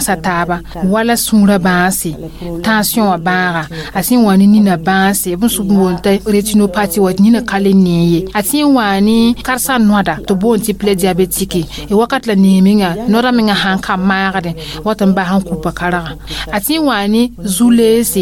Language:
Mossi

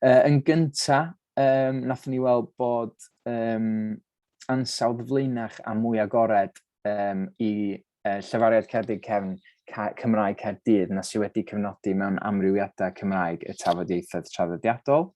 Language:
Welsh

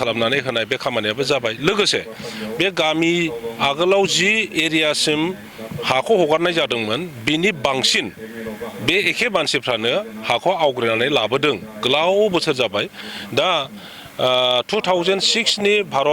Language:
Bodo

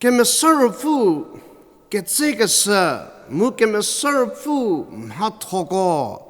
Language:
Angami Naga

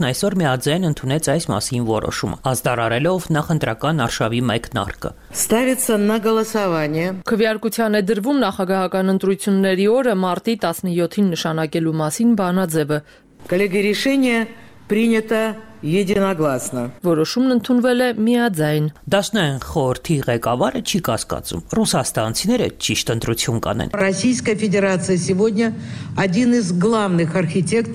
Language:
Armenian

